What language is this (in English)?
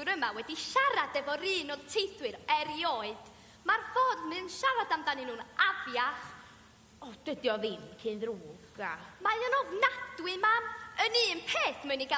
Welsh